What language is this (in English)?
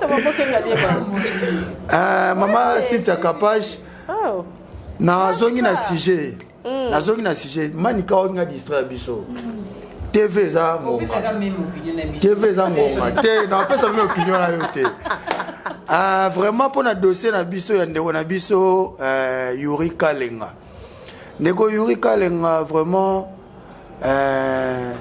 Lingala